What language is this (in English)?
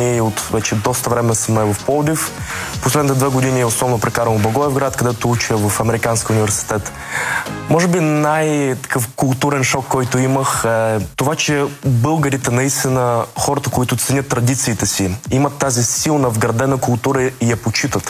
Bulgarian